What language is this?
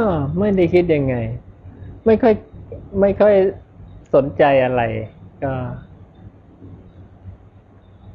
Thai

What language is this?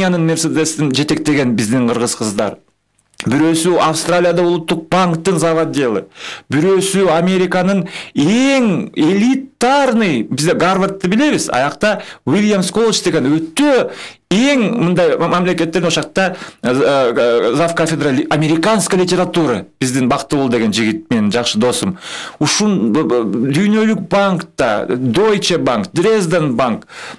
Kyrgyz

